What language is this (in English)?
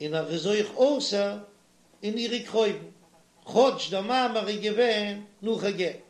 Yiddish